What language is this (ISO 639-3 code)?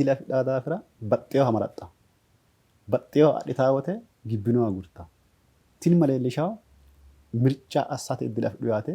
sid